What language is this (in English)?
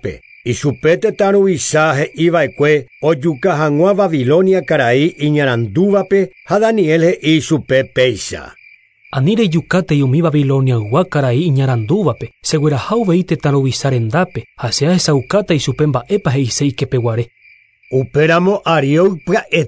Guarani